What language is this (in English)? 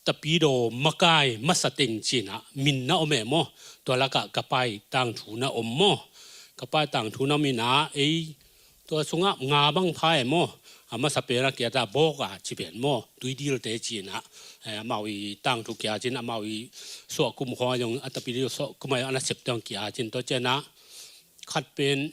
Tedim Chin